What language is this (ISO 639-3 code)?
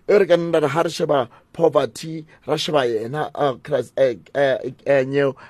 sot